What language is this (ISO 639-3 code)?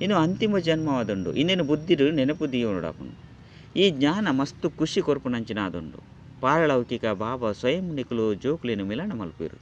tcy